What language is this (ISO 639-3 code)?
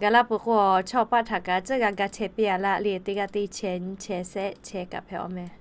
lhu